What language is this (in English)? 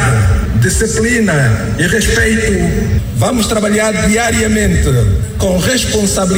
Portuguese